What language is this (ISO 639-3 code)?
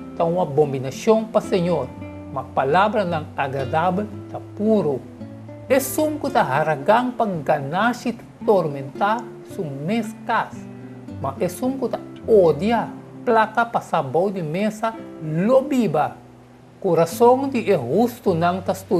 pap